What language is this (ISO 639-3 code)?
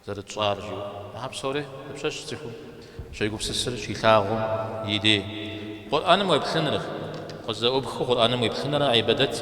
kbd